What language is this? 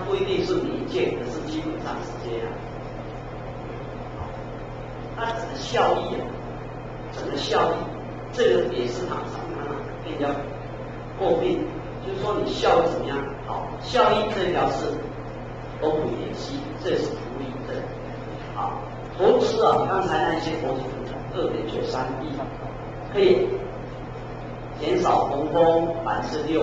Chinese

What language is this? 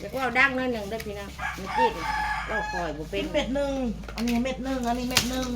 Northeastern Thai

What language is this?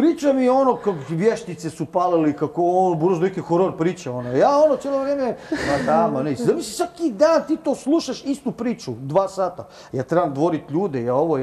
Croatian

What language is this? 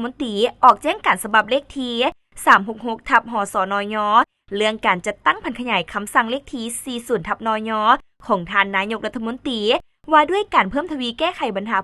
Lao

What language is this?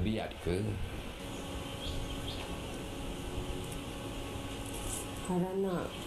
Malay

